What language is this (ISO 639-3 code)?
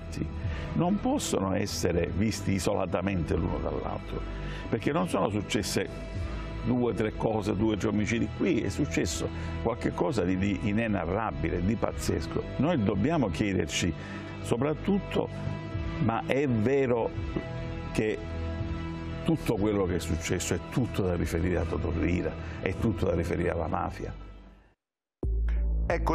ita